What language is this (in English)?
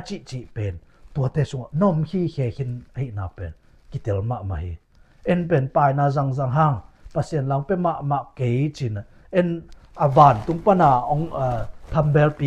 Tedim Chin